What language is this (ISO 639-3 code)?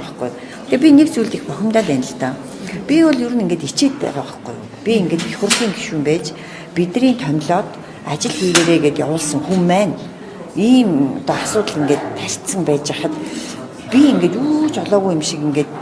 mon